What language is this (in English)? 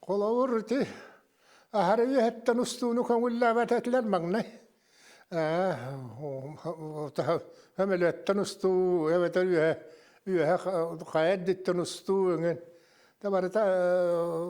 Yakut